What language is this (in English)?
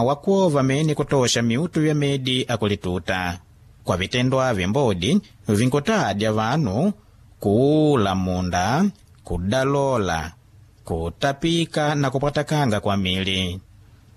Makonde